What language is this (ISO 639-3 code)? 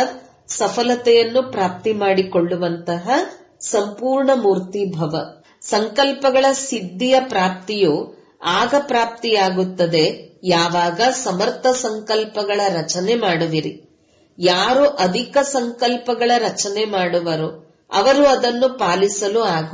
kan